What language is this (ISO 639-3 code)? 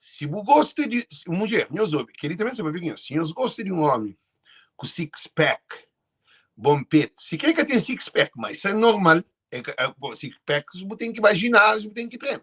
kea